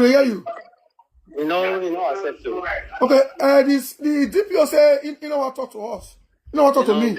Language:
Nigerian Pidgin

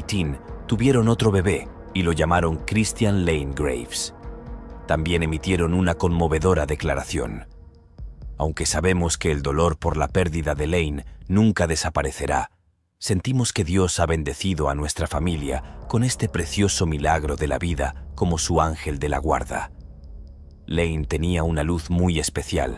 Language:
Spanish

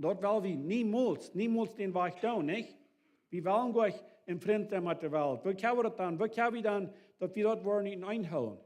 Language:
Plautdietsch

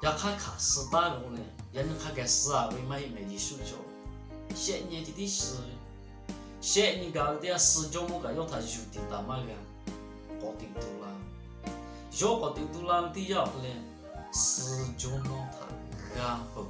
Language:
Lahu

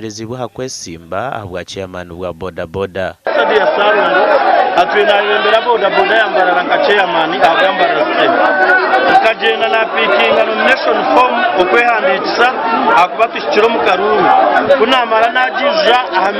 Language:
Nyankole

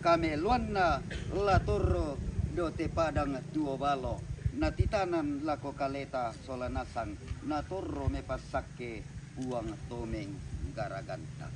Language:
Toraja-Sa'dan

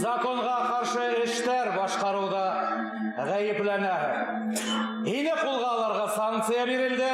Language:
Bashkir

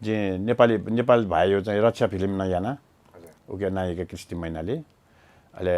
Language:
Newari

